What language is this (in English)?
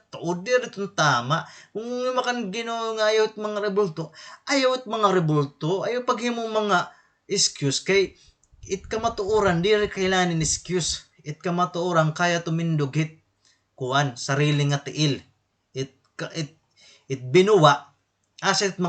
Waray